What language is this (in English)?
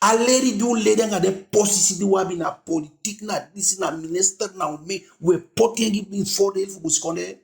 Eastern Maroon Creole